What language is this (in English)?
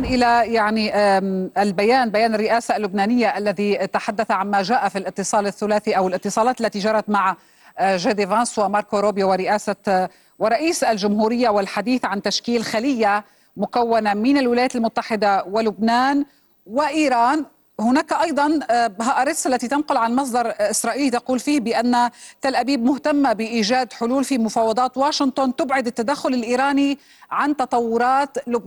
Arabic